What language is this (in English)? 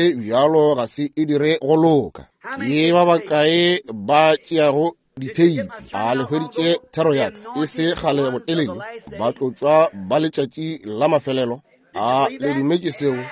Northern Sotho